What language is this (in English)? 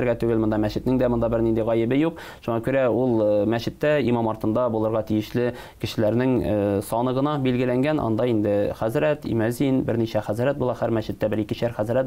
Tatar